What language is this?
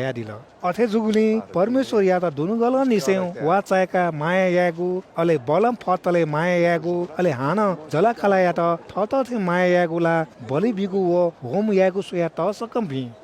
Newari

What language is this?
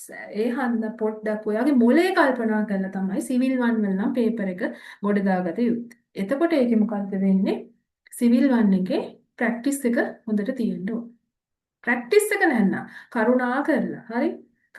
Sinhala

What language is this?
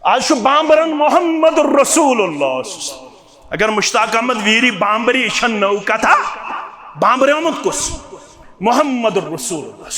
Kashmiri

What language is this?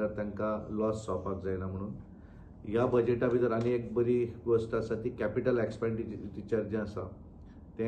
Konkani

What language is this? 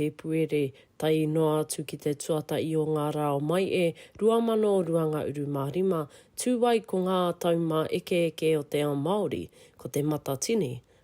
Māori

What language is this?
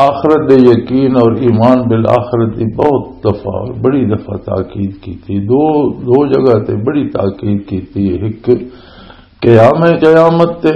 Western Panjabi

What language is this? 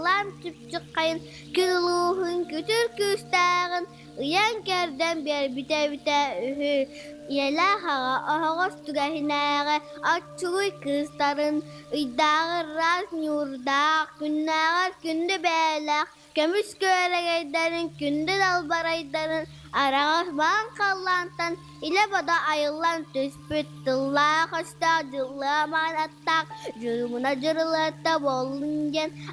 Yakut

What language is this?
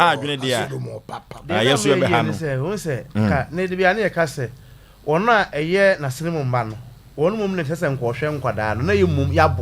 Akan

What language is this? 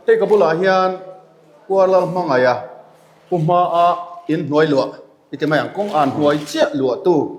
Mizo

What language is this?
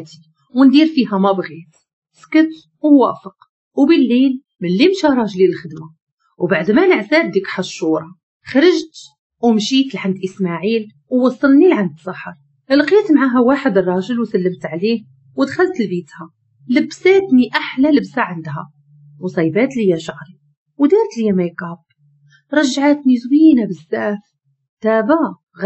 Moroccan Arabic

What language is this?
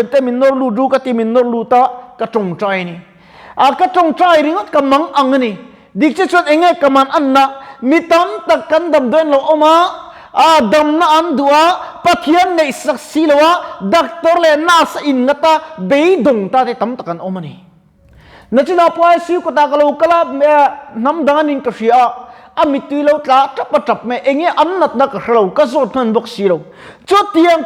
Mizo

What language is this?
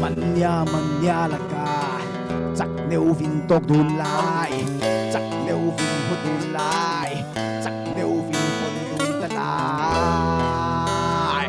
Falam Chin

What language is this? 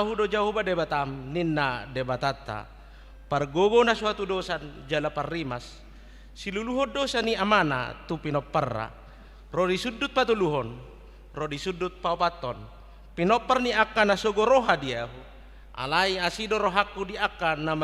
Batak Toba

